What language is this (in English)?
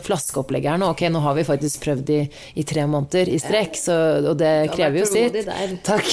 Norwegian